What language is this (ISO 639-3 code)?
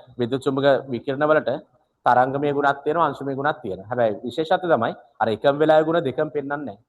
sin